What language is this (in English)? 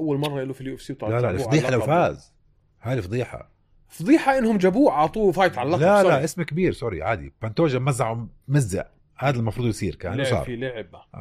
North Levantine Arabic